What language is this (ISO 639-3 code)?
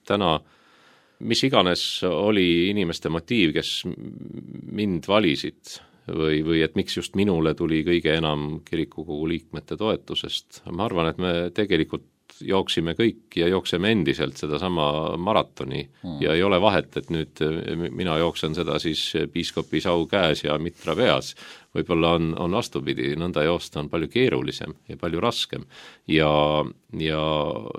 est